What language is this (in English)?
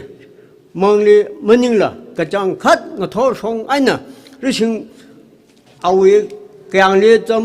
Tangkhul Naga (India)